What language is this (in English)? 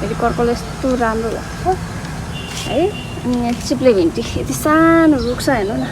Nepali